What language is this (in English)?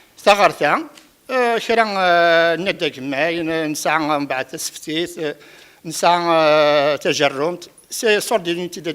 Kabyle